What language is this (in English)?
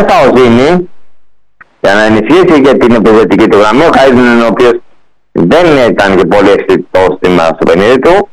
Greek